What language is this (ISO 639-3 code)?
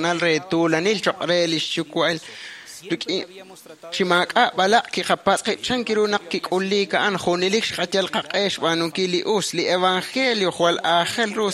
kek